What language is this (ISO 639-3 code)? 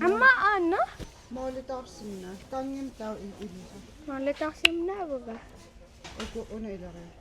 kal